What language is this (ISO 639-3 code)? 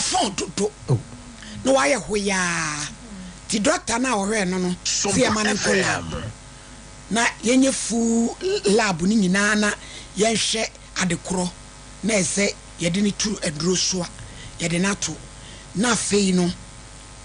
aka